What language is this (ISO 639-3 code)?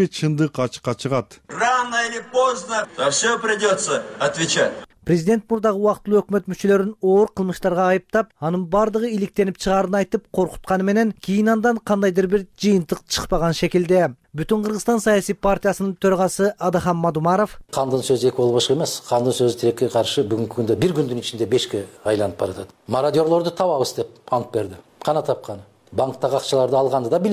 kir